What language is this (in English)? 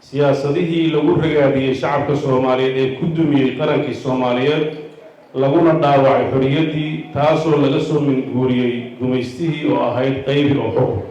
Somali